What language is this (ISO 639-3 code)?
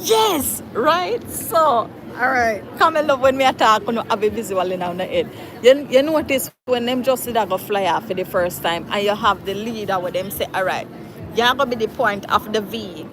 jam